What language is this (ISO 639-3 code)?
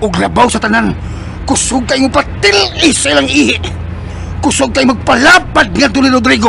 ceb